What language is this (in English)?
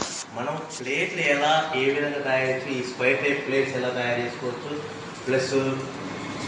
Telugu